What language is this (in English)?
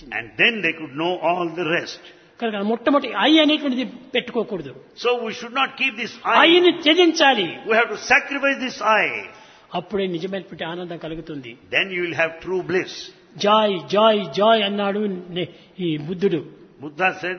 Telugu